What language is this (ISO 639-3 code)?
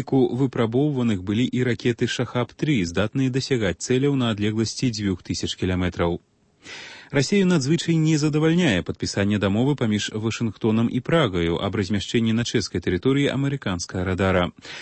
bel